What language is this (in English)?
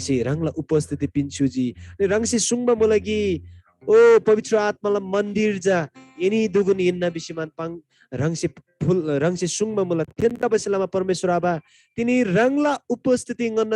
Eastern Tamang